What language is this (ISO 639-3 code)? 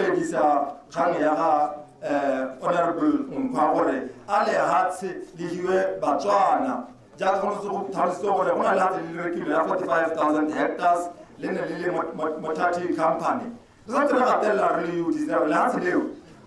tsn